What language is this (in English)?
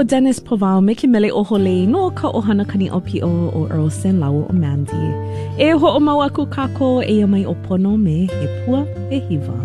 Hawaiian